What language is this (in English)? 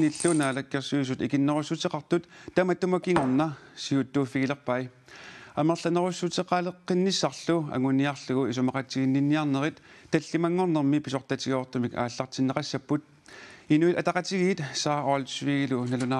Kalaallisut